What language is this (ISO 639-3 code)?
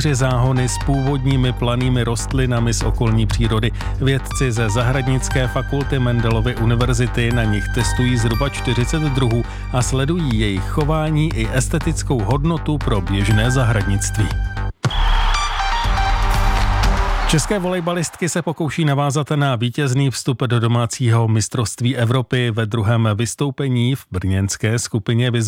ces